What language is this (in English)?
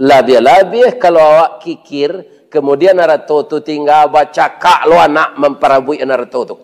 Minangkabau